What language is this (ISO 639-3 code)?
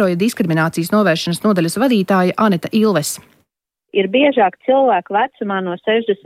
lav